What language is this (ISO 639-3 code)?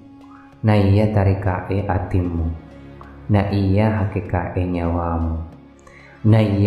bug